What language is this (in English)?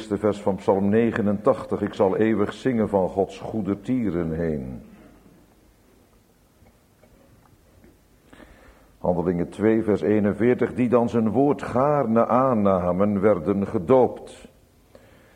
Dutch